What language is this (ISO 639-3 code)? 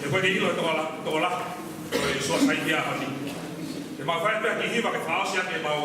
ton